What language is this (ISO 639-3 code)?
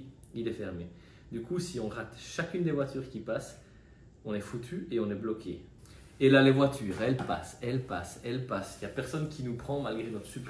fra